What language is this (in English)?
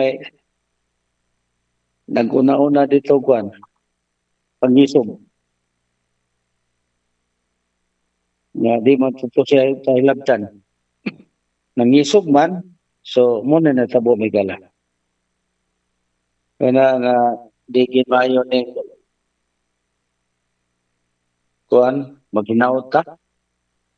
Cebuano